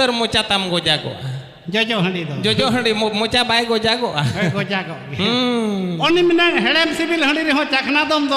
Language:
Santali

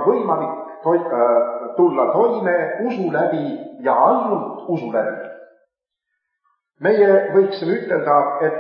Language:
Estonian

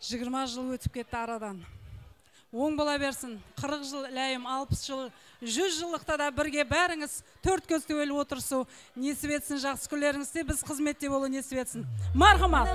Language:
Kara-Kalpak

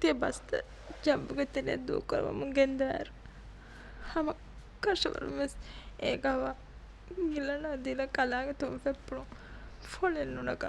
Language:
Divehi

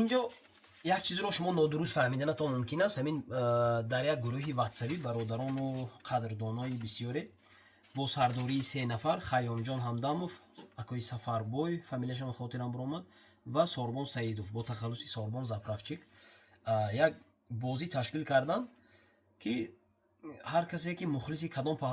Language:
Tajik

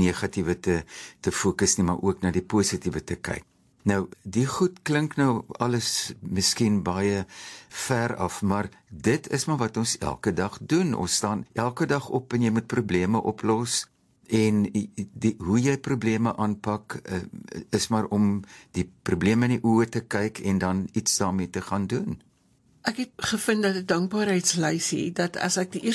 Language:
Afrikaans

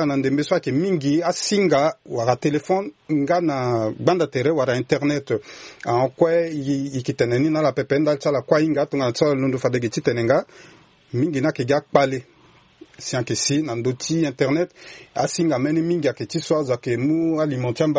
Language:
Sango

